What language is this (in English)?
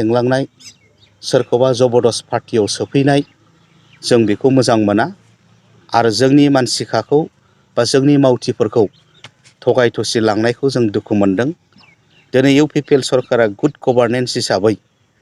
Bodo